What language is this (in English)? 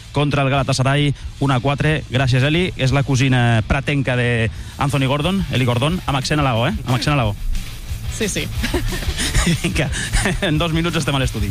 Catalan